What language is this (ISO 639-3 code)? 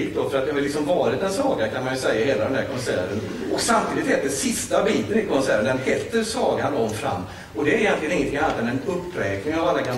swe